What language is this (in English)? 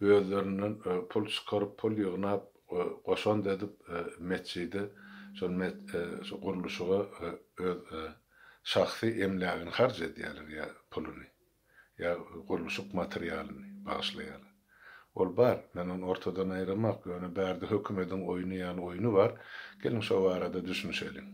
Turkmen